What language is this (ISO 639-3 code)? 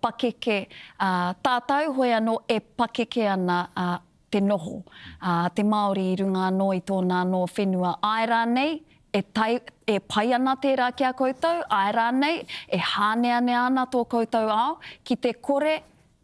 mri